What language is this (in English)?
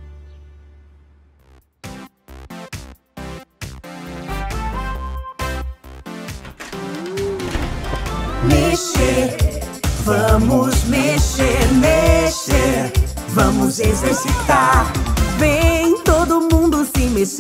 Portuguese